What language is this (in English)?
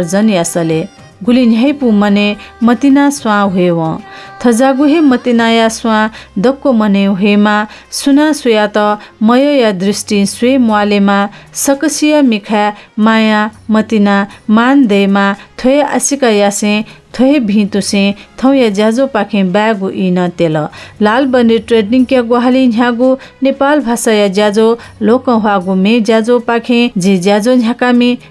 Newari